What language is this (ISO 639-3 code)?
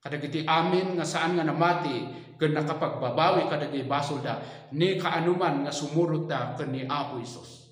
ilo